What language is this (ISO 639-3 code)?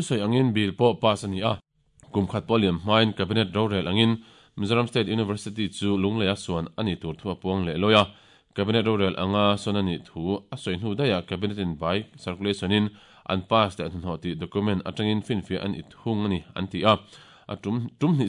lus